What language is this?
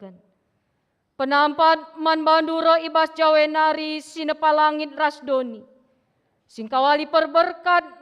Batak Karo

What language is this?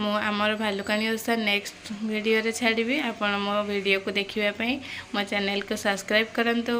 Odia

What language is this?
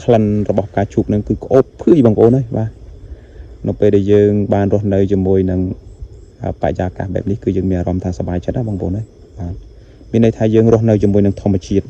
Khmer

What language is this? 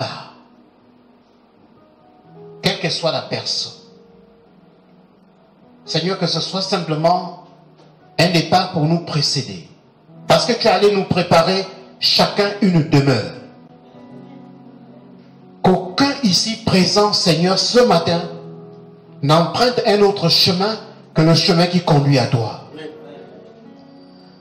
French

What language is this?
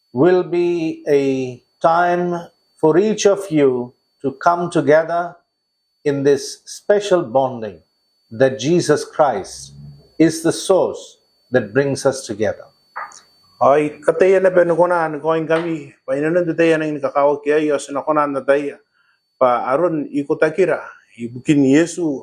Gilbertese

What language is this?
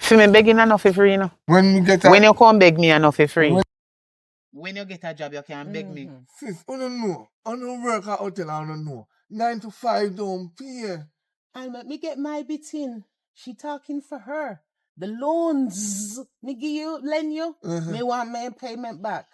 Jamaican Creole English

